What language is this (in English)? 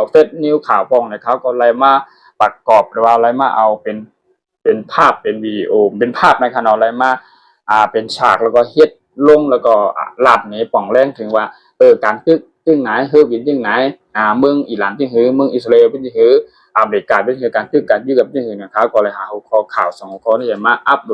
Shan